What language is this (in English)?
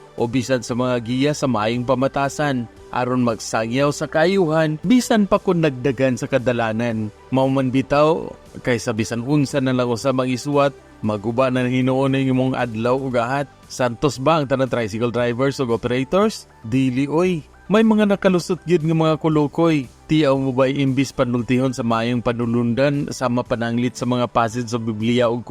Cebuano